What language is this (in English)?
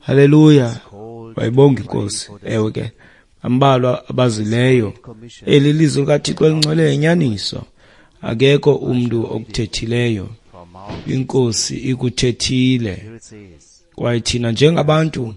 Xhosa